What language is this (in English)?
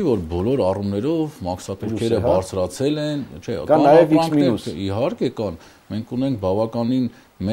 Armenian